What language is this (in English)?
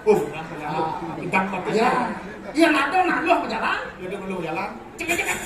Balinese